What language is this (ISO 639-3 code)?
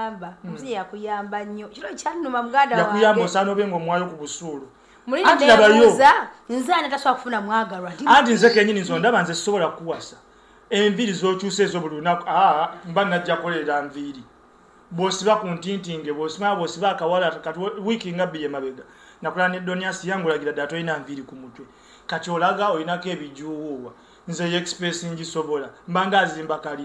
lug